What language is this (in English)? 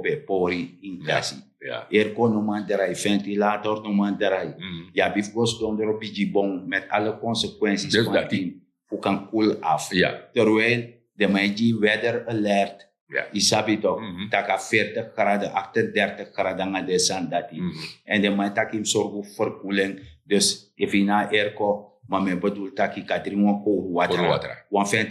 Sranan Tongo